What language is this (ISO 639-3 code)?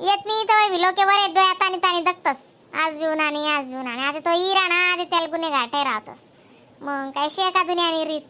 khn